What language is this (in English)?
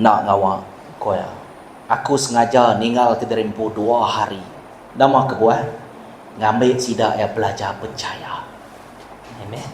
Iban